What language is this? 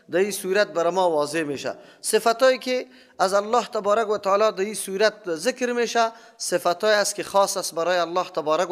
Persian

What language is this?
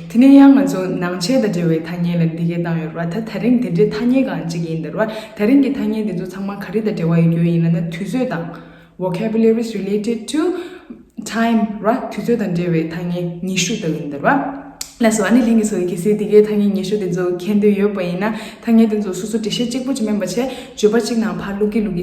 Tibetan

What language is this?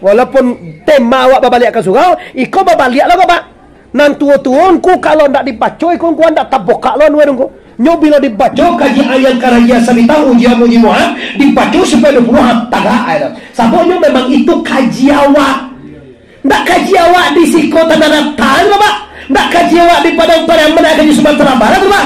Minangkabau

